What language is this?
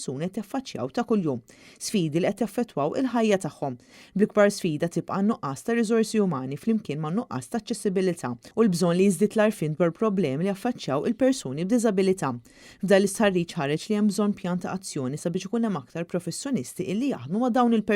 Maltese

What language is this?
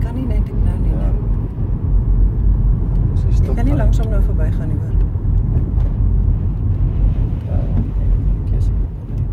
Afrikaans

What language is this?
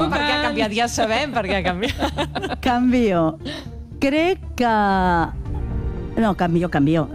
Catalan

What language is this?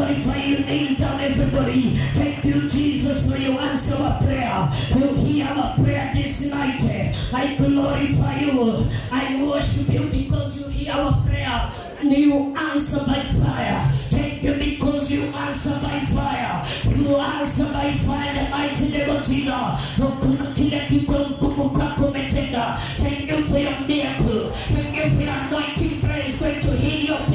Swahili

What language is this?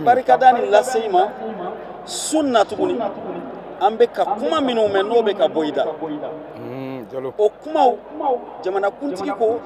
Bambara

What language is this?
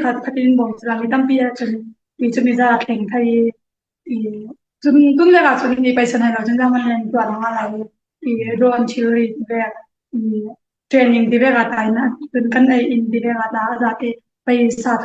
Falam Chin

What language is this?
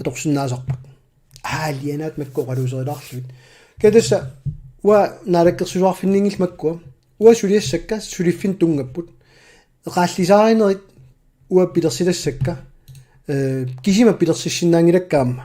Kalaallisut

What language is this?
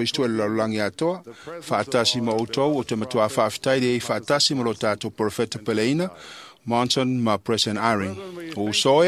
Samoan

